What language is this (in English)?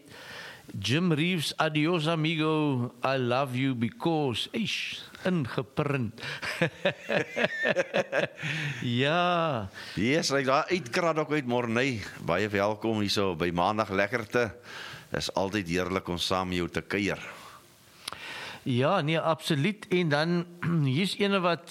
Afrikaans